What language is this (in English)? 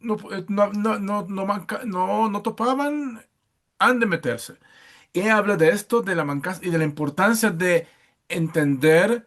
Ladino